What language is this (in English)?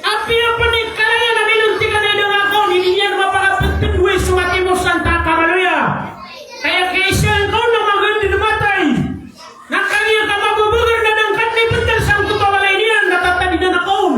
Maranao